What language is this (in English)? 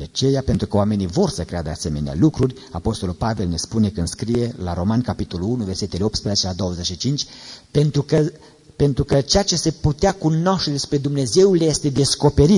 Romanian